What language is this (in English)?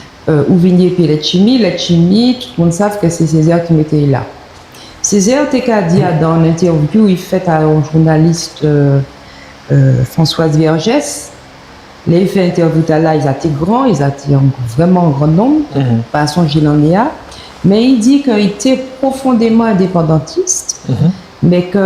Guadeloupean Creole French